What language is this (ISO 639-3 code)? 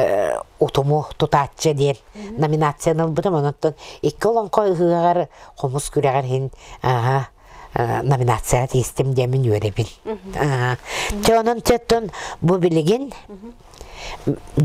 sah